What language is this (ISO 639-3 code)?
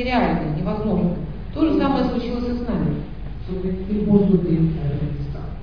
rus